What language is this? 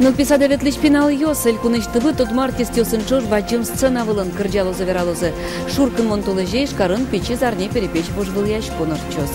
Udmurt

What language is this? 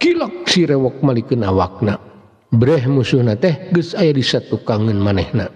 Sundanese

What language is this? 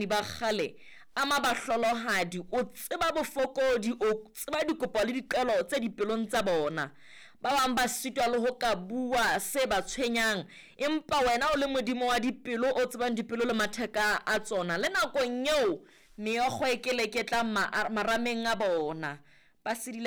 Southern Sotho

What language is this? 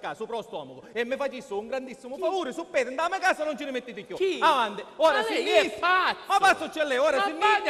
Sicilian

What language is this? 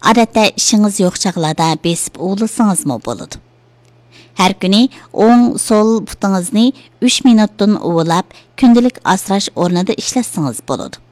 Uyghur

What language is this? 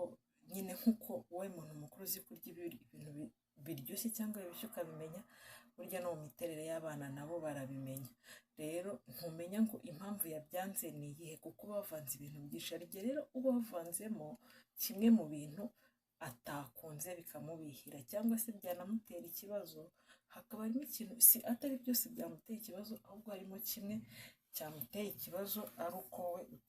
Kinyarwanda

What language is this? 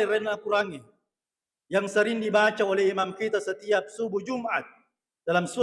Buginese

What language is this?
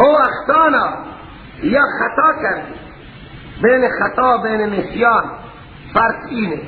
Persian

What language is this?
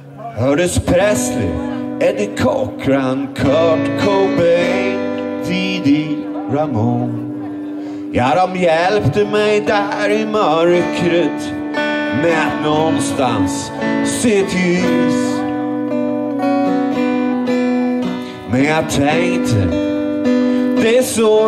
Swedish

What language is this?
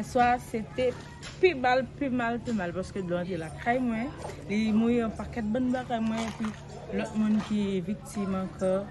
Haitian Creole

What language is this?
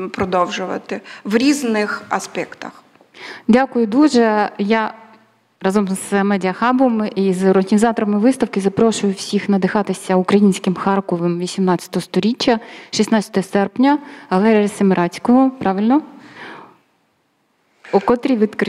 Ukrainian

